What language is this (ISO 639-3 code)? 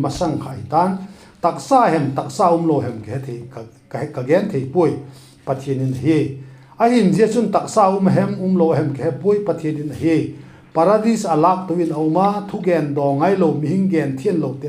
vap